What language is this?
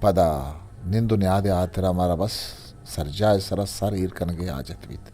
Eastern Balochi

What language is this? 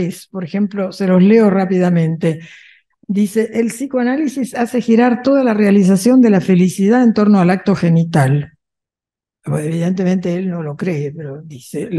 Spanish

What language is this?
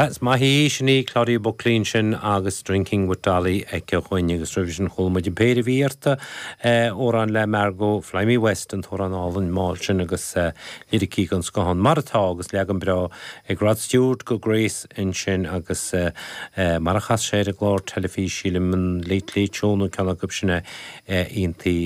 Irish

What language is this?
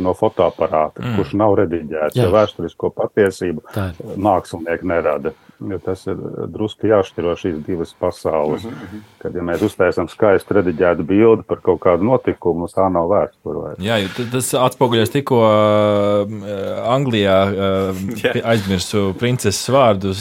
Latvian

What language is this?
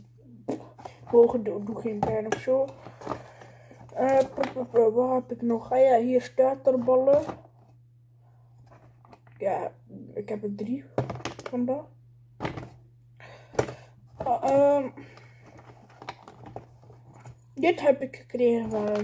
Dutch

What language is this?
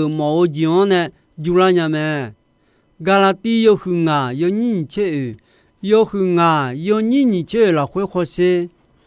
Akha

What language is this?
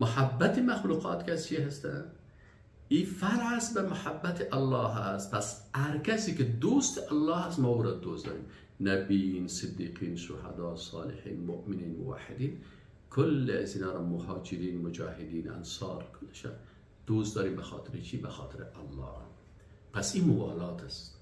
Persian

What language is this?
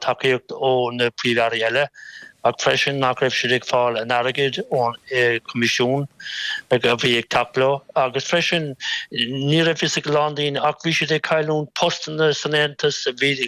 Irish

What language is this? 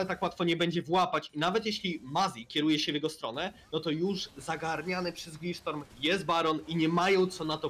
Polish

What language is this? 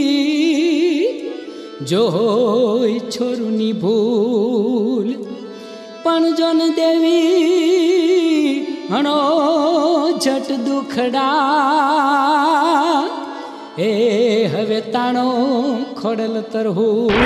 Gujarati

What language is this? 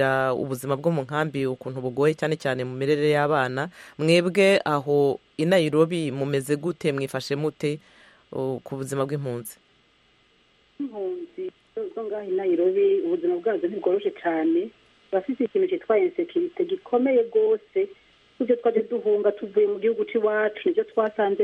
Kinyarwanda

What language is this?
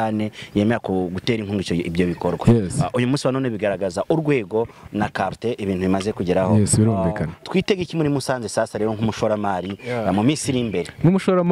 Kinyarwanda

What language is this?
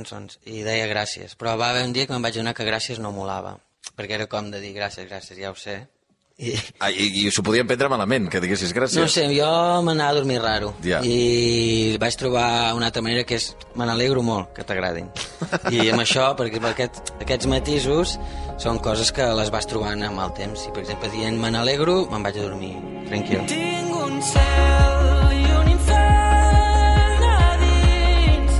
Catalan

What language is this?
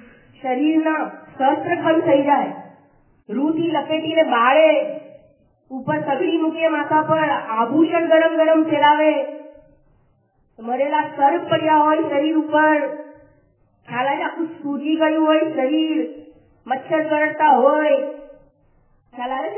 Gujarati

